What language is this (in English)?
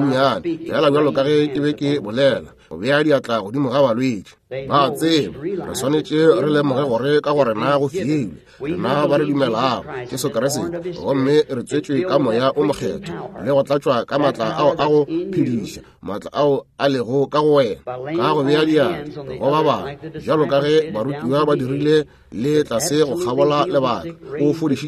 Northern Sotho